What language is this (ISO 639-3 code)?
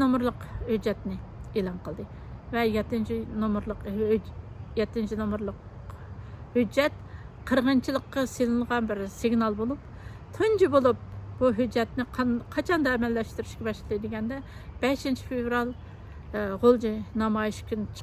uig